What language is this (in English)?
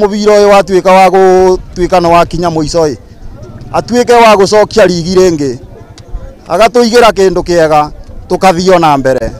Kikuyu